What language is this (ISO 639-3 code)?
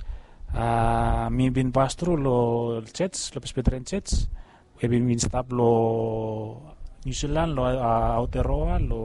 bis